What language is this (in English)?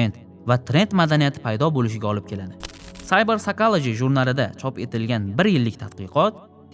Uzbek